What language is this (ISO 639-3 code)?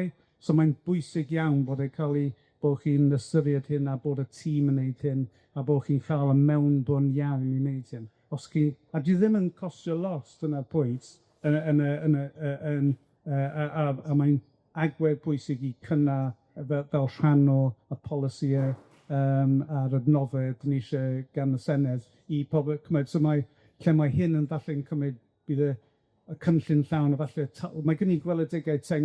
cym